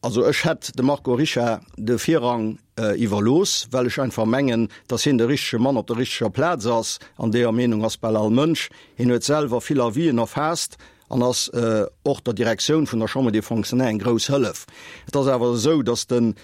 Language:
Luxembourgish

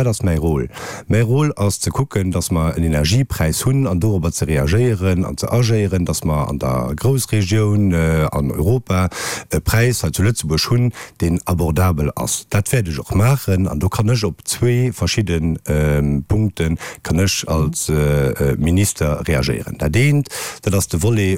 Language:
Luxembourgish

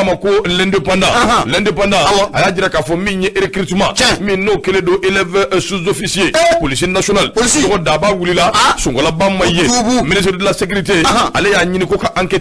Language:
Bambara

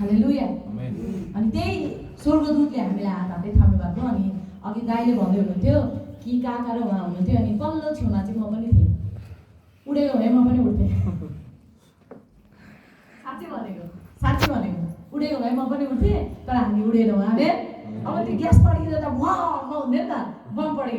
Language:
Nepali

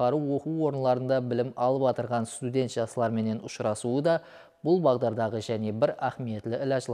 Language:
Kara-Kalpak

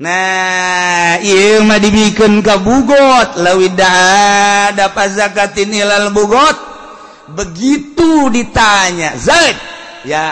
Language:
Sundanese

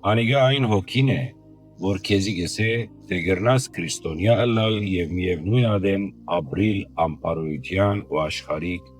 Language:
Western Armenian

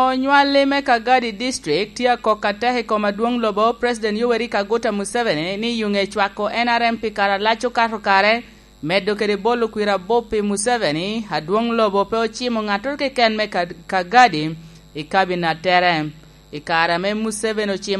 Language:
Lango (Uganda)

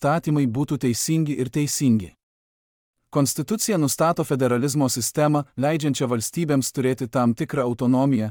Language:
Lithuanian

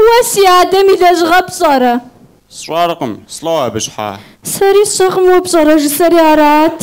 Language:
Kabardian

